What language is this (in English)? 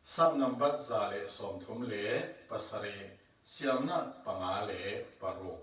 Falam Chin